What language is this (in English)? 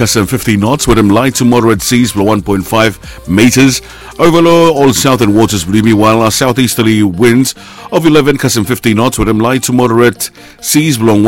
Bislama